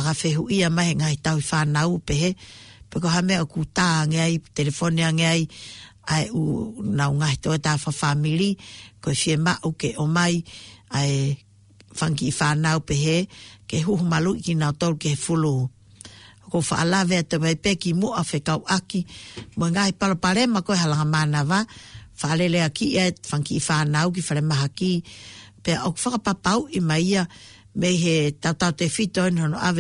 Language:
Tongan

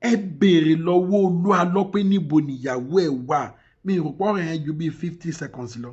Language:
Yoruba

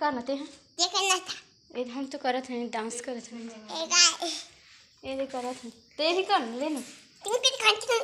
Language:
Chhattisgarhi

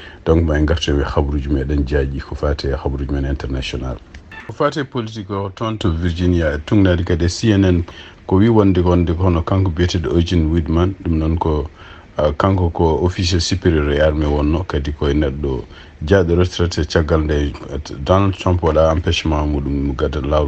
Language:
Fula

